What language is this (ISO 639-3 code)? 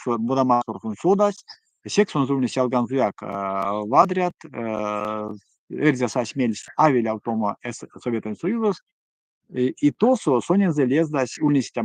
myv